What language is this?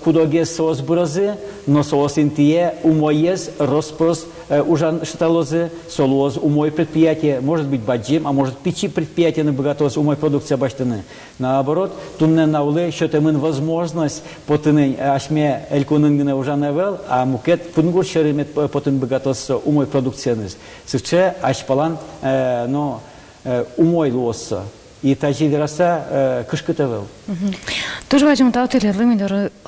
Udmurt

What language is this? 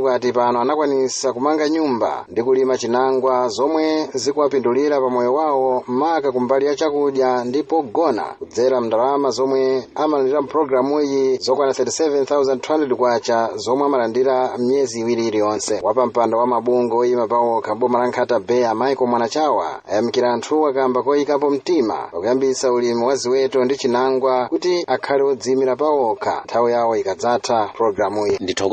Nyanja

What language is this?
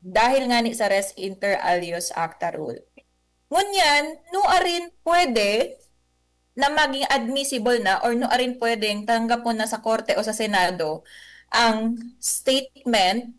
Bikol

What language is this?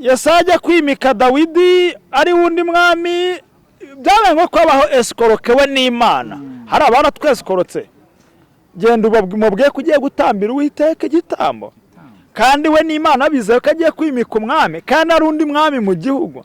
Kinyarwanda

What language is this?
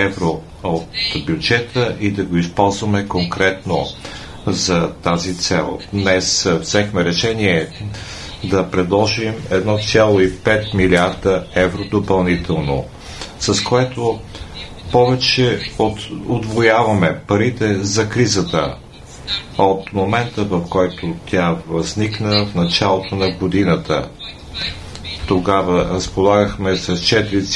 Bulgarian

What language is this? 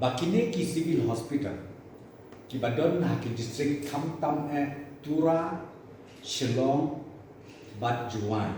Khasi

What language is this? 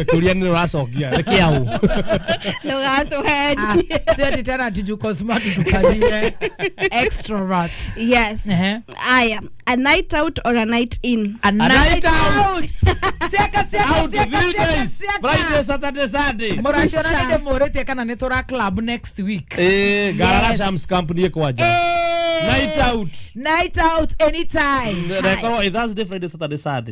Kikuyu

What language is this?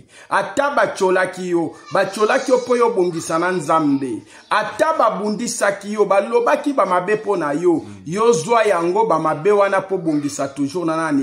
Lingala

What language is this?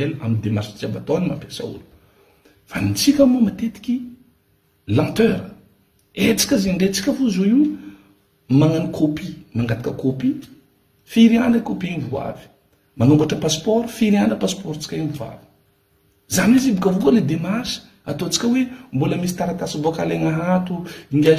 Malagasy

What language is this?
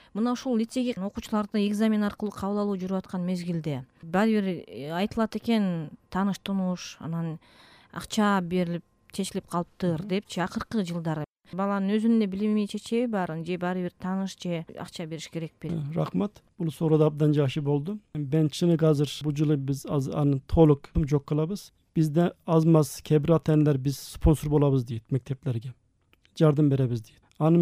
Kyrgyz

